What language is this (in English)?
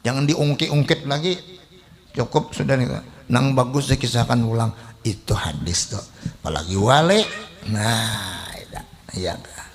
Banjar